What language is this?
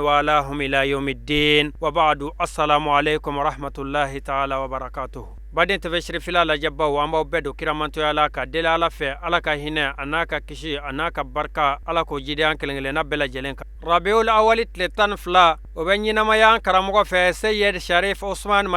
Bambara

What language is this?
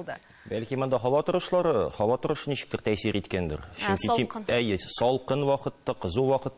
Tatar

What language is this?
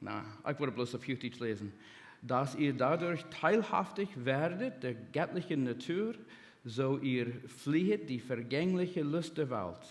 Plautdietsch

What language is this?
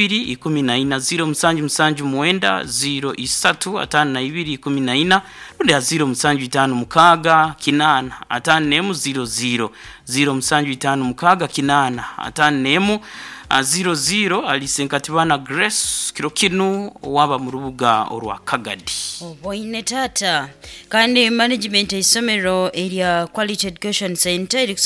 Nyoro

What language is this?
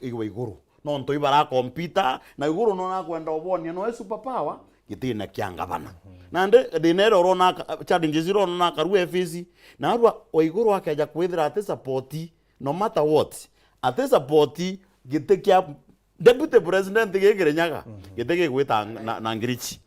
Meru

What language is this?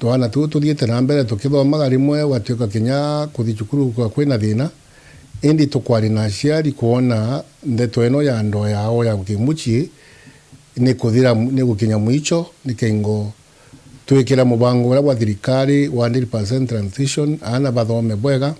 Meru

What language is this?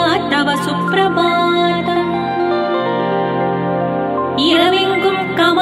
Tamil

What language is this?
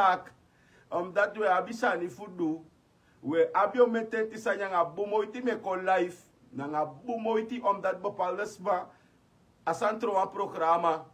Sranan Tongo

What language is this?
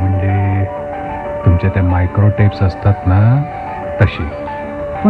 Marathi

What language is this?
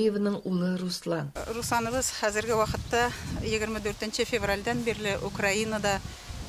Tatar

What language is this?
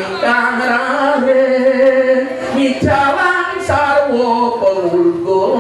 Balinese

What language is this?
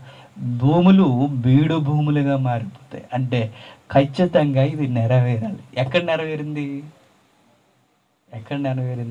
Telugu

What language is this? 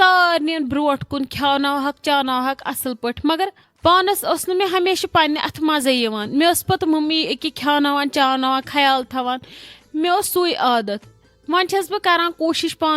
Kashmiri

